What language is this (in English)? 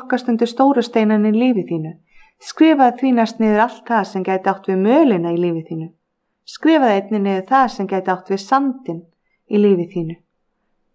Icelandic